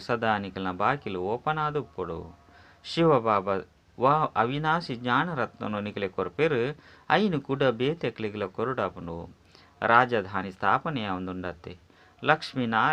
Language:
Tulu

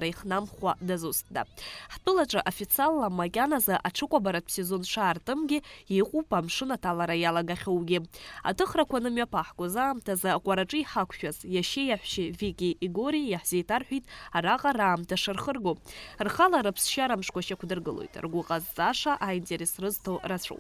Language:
Abkhazian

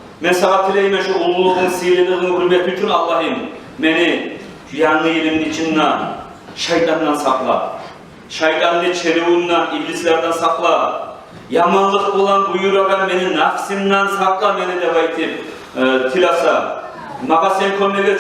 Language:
Kumyk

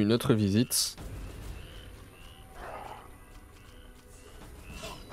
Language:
French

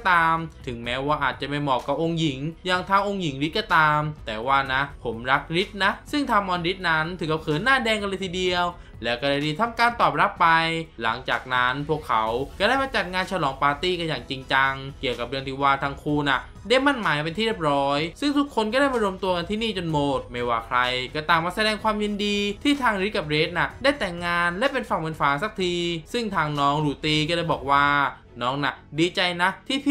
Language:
Thai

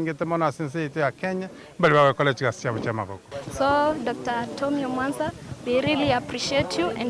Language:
Gusii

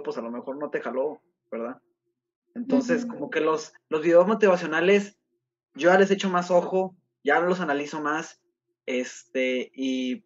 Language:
Spanish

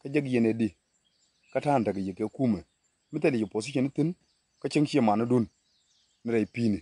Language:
Nuer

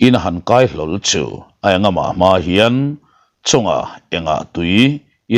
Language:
Mizo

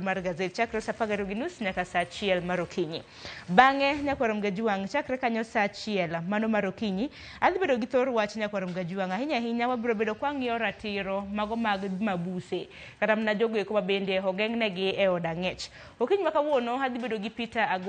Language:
Luo (Kenya and Tanzania)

